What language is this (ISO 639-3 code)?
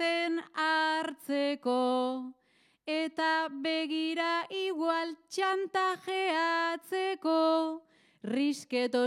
eus